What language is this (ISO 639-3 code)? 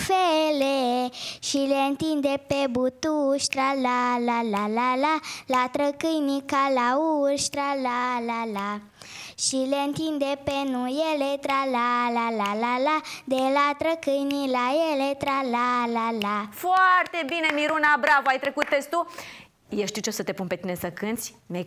ron